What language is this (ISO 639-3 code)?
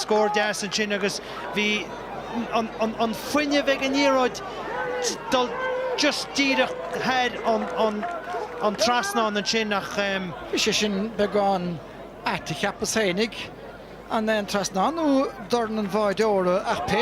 gle